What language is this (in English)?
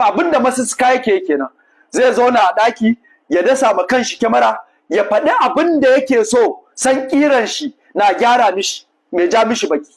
Hausa